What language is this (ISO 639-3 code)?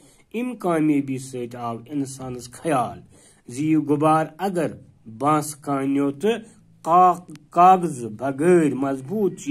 kas